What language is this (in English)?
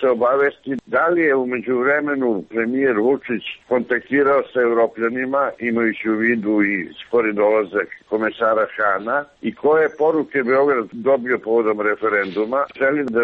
Serbian